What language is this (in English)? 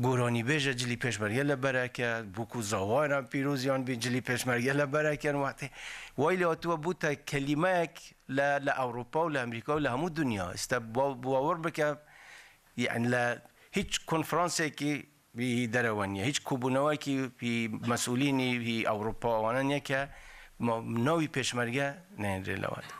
Kurdish